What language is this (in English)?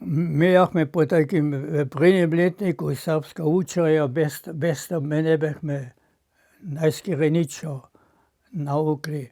Upper Sorbian